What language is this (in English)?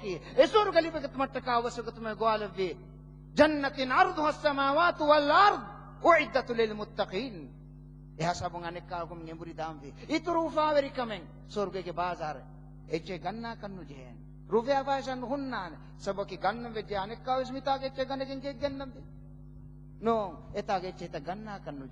Divehi